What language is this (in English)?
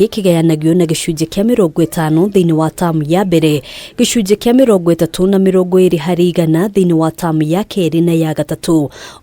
Kikuyu